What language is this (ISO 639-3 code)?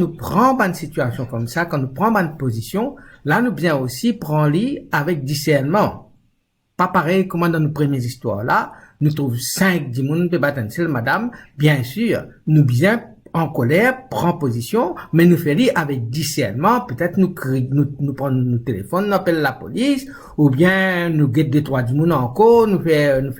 mfe